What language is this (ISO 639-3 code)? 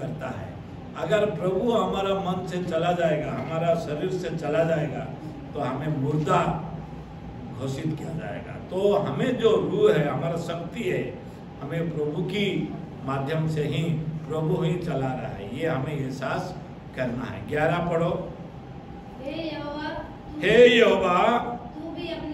hin